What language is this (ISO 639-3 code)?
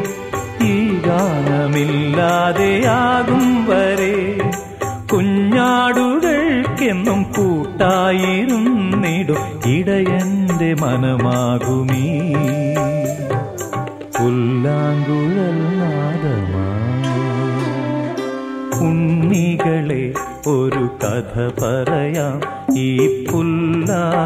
mal